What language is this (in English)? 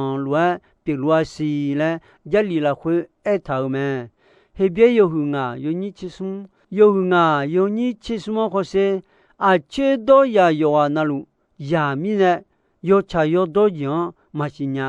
Akha